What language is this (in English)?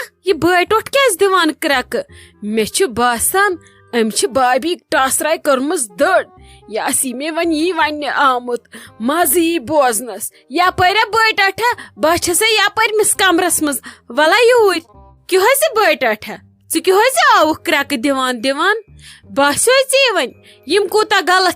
Kashmiri